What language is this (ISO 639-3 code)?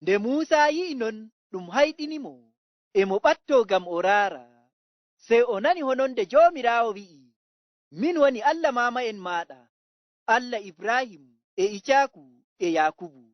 ful